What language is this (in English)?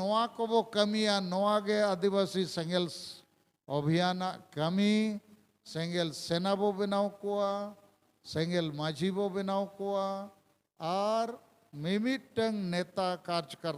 Santali